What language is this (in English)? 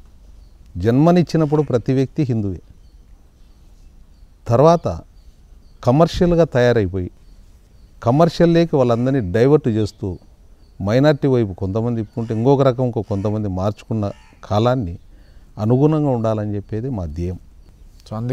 Telugu